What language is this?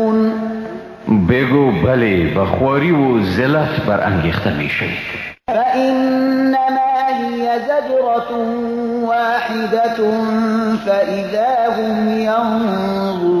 Persian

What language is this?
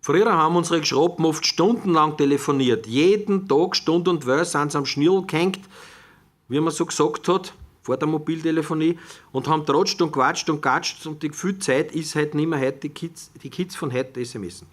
Bavarian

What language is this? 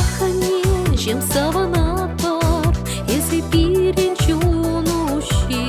Chuvash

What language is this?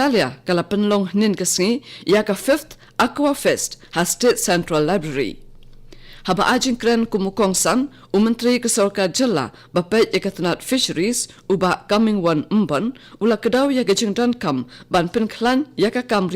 Khasi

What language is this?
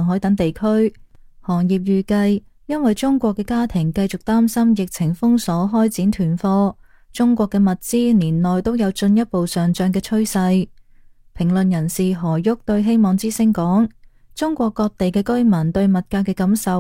Cantonese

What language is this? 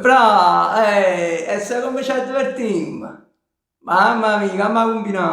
Neapolitan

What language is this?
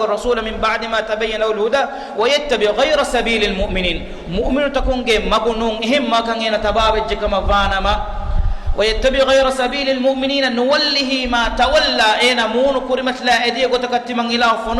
Divehi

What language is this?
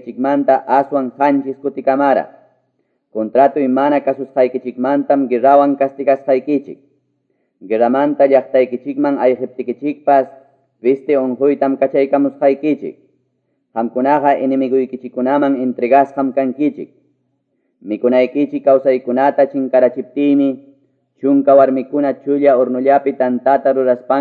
Quechua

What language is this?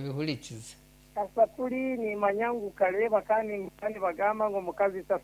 Nyankole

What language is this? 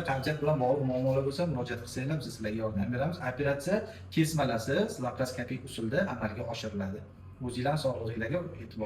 Uzbek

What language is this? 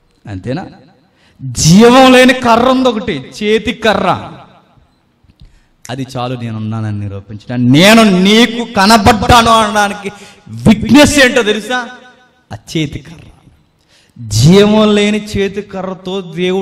Telugu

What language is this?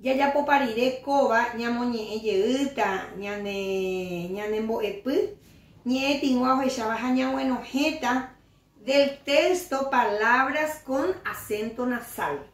Guarani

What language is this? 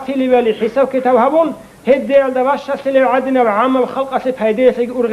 Avaric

